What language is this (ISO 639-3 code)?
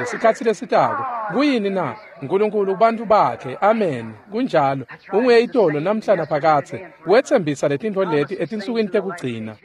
ssw